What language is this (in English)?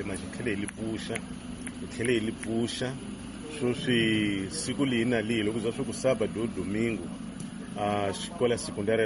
Tsonga